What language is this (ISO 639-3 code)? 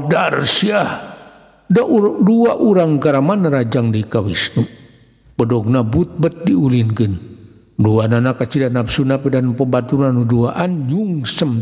sun